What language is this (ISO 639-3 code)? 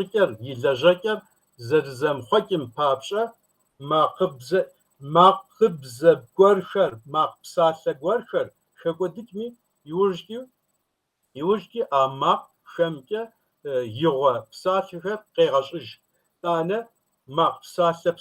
kbd